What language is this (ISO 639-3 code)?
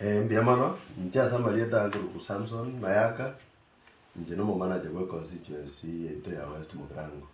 guz